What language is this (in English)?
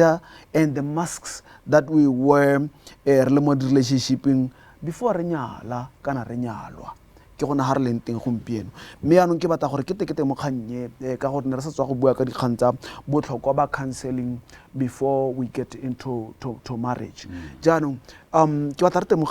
Tswana